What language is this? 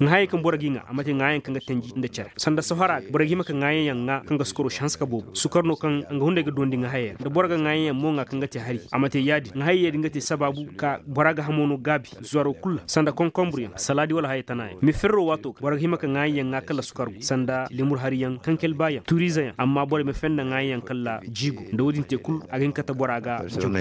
Zarma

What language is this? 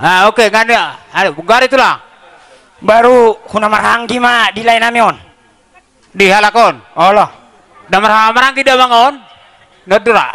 Batak Toba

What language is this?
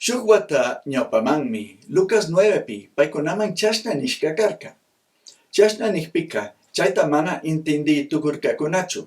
Chimborazo Highland Quichua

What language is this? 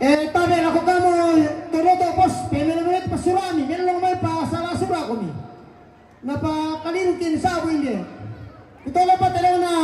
Toraja-Sa'dan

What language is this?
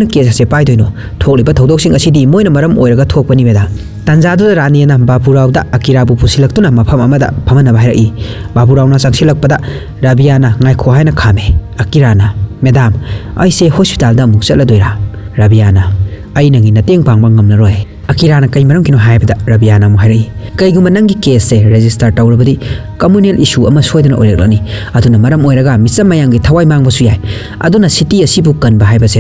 Manipuri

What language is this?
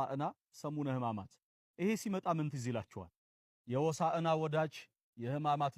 Amharic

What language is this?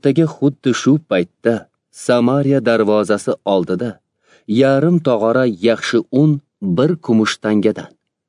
Uzbek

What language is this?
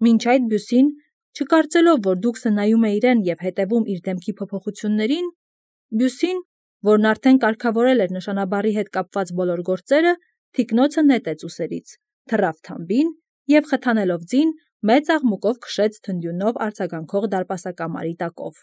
Armenian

